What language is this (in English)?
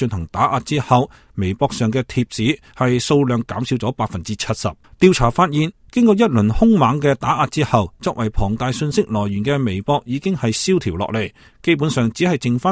Cantonese